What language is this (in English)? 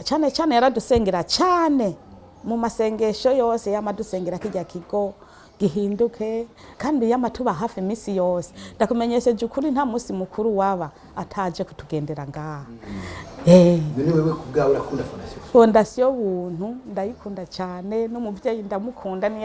Rundi